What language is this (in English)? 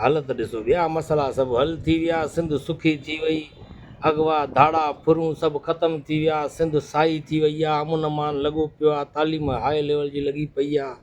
Sindhi